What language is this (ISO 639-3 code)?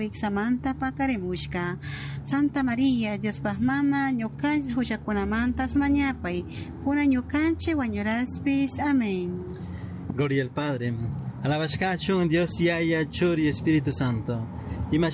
qug